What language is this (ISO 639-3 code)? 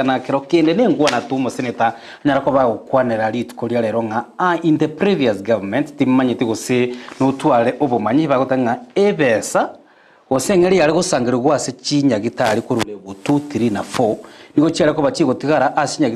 guz